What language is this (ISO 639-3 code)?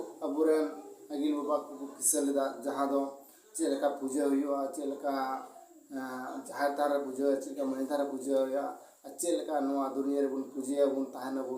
sat